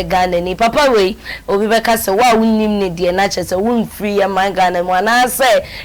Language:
Akan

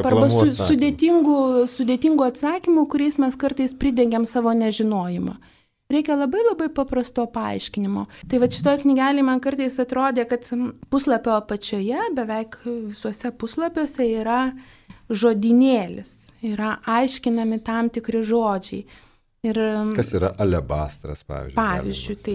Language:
Lithuanian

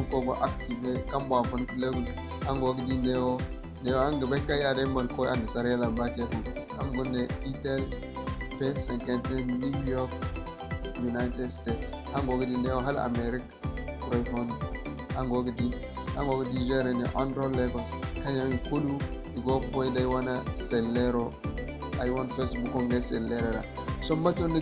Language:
Zarma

